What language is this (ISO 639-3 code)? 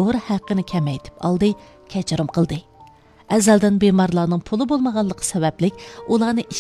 uig